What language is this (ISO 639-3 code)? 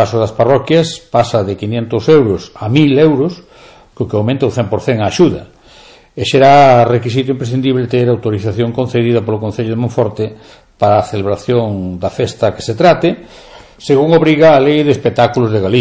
glg